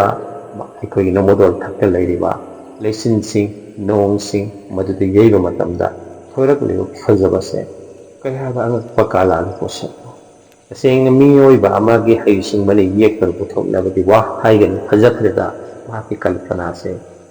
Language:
Manipuri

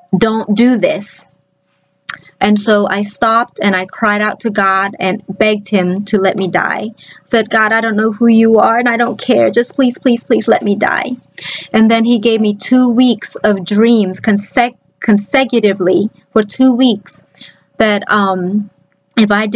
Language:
English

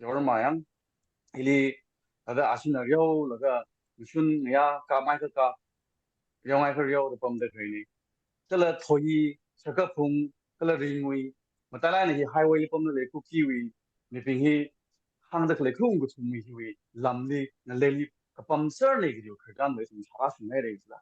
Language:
Tangkhul Naga (India)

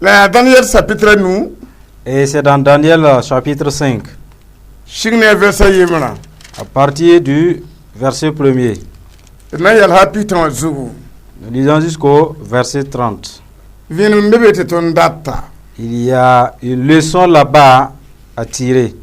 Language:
Mossi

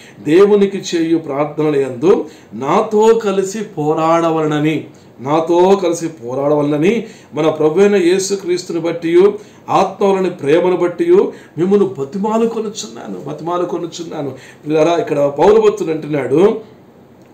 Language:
Telugu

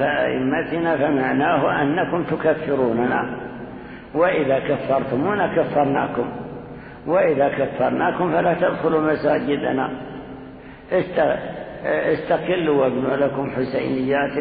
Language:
Arabic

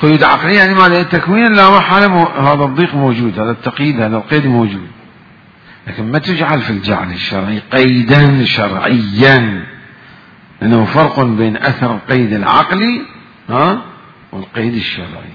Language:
Mesopotamian Arabic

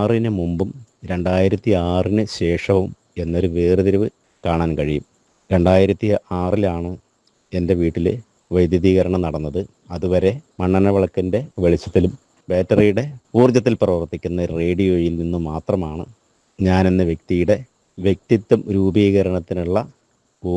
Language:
Malayalam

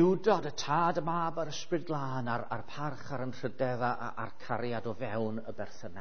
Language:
Welsh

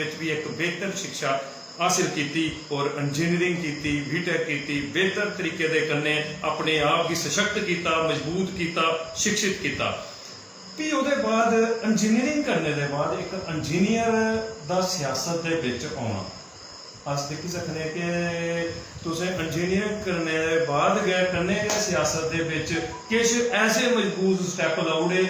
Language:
Dogri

